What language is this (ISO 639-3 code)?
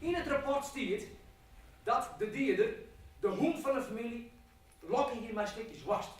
fry